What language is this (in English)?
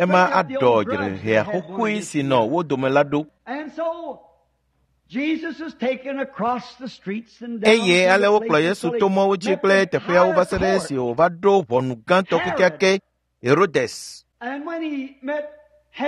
Ewe